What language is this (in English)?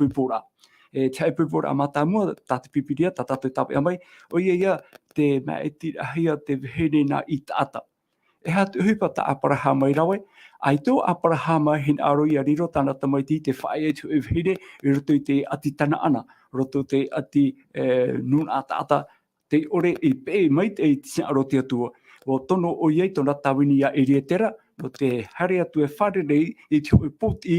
Tahitian